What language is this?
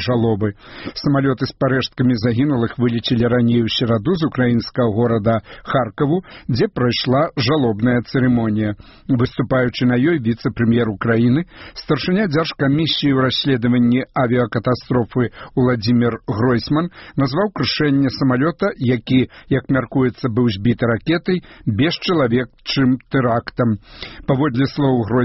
Belarusian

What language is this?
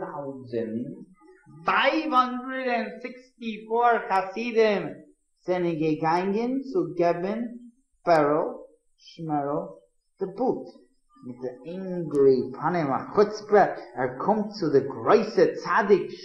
Yiddish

